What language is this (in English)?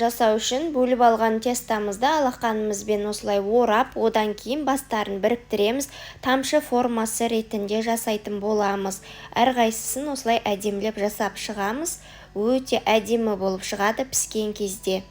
Kazakh